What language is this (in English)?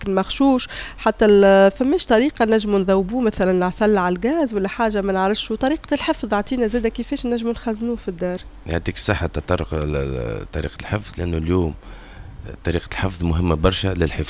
Tunisian Arabic